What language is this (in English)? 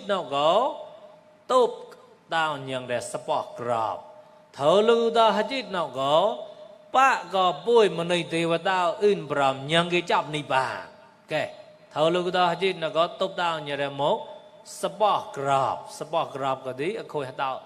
Mon